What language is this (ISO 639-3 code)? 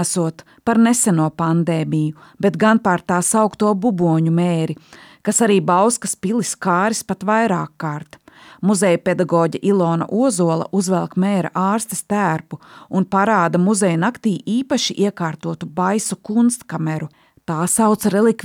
lav